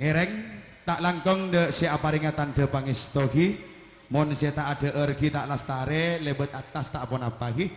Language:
Madurese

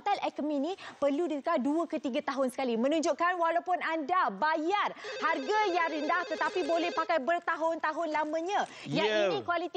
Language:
Malay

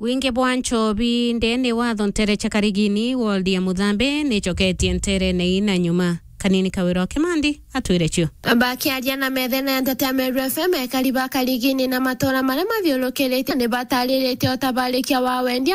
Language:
Meru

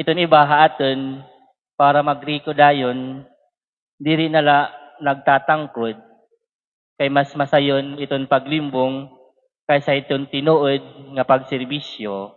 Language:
Waray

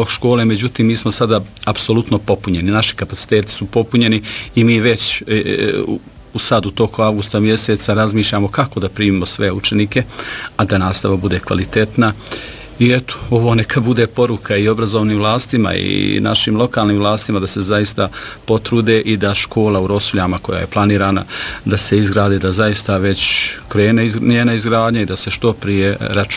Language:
Bosnian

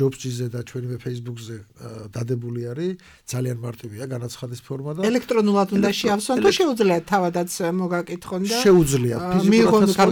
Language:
Georgian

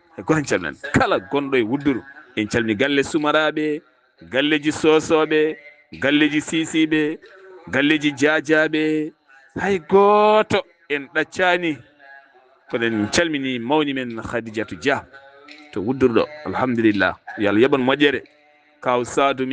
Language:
Fula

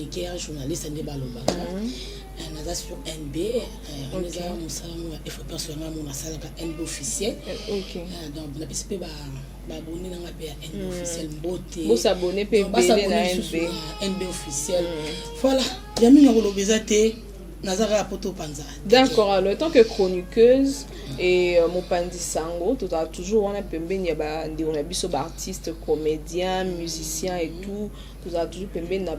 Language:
Lingala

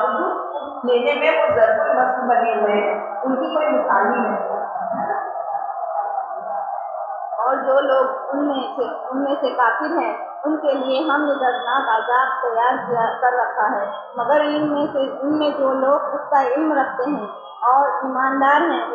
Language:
Urdu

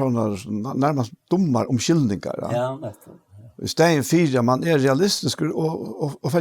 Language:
Faroese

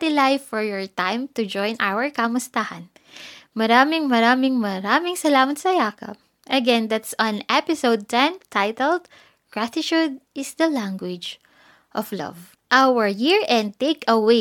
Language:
Filipino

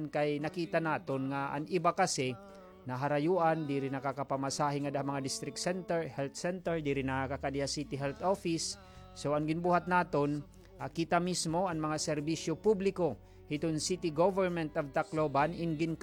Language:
Waray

